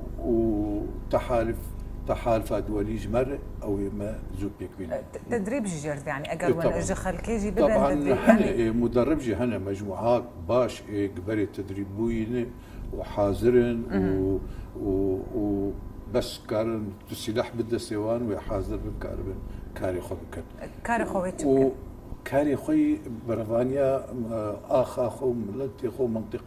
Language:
Kurdish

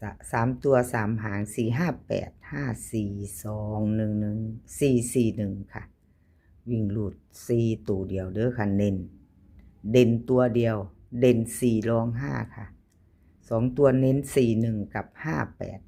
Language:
Northeastern Thai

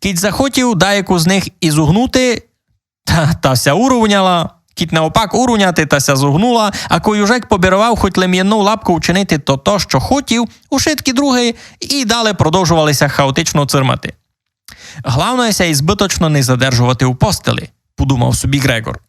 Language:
Rusyn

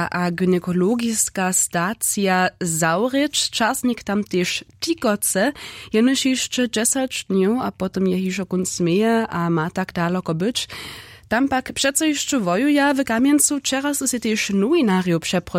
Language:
Upper Sorbian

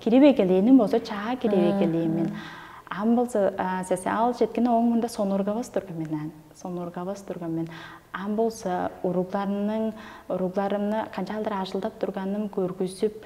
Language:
Tuvinian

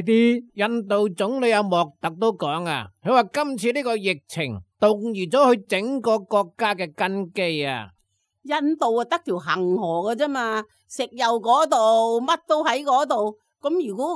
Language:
Cantonese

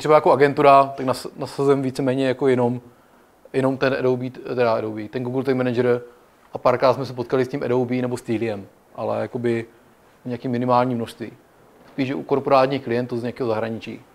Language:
Czech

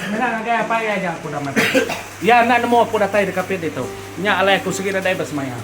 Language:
Iban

